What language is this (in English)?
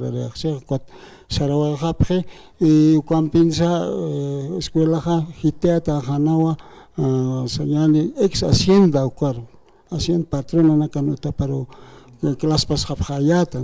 Aymara